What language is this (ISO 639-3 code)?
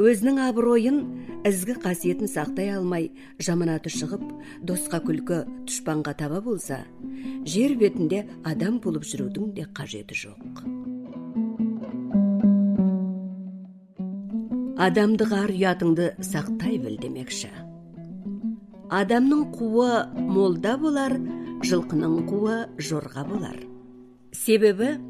kaz